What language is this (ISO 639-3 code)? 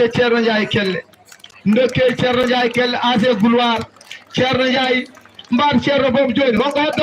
ful